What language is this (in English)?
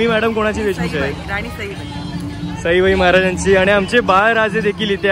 Marathi